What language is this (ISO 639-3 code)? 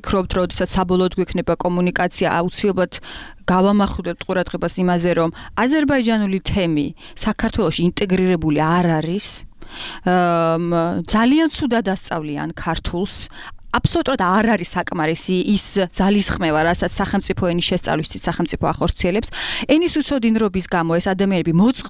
kat